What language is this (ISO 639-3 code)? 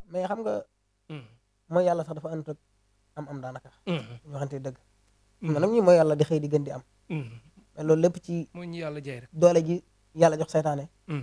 wol